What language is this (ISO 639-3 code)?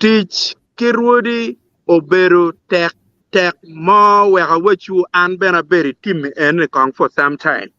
ach